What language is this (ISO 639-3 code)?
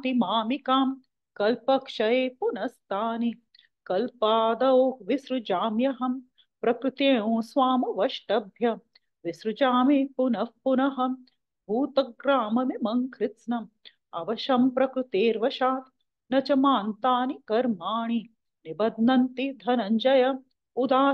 san